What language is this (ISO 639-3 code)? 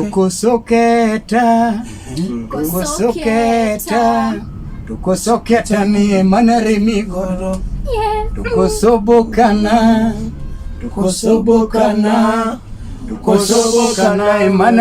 luo